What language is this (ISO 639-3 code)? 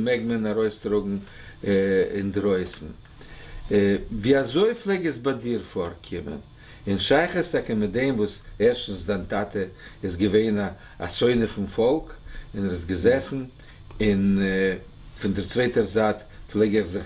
yid